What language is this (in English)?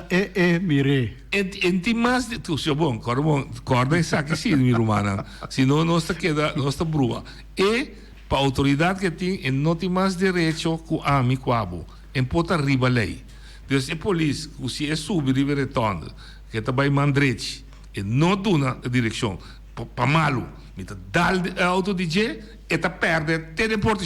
Papiamento